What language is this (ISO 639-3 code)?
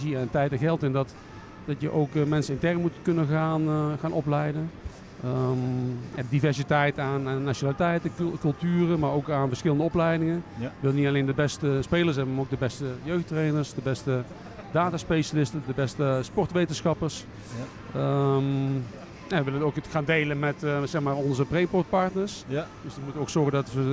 nld